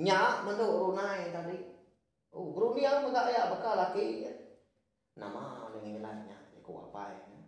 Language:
Iban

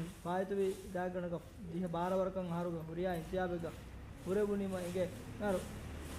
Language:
Divehi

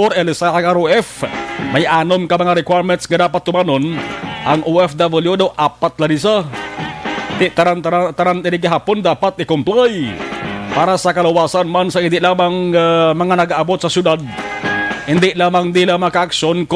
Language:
Hiligaynon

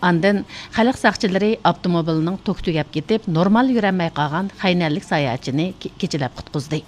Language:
Uyghur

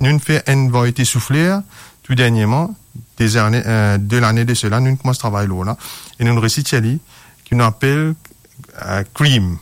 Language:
Morisyen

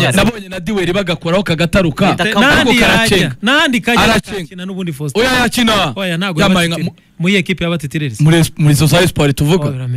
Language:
Kinyarwanda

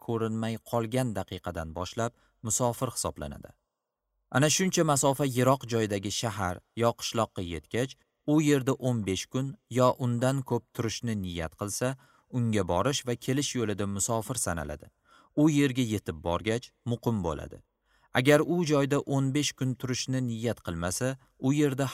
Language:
Uzbek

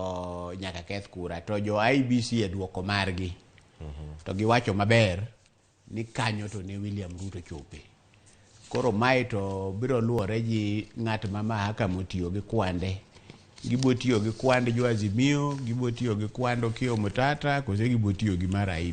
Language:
Luo (Kenya and Tanzania)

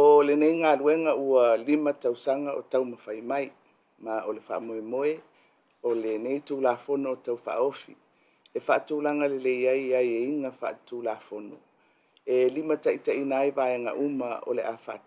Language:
Samoan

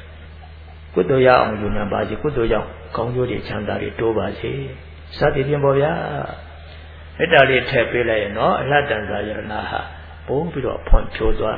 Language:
Burmese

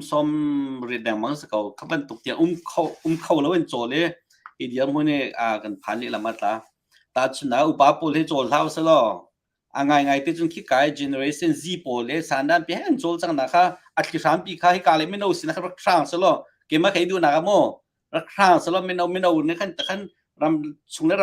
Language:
Hakha Chin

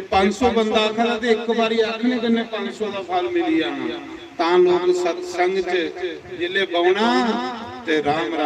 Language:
Dogri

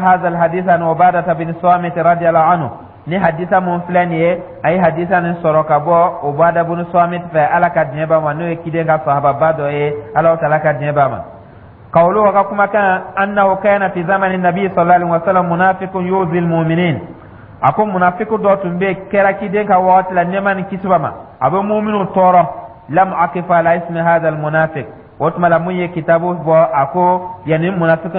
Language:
Dyula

